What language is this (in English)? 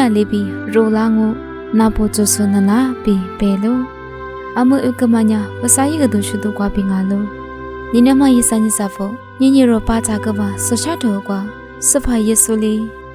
Lisu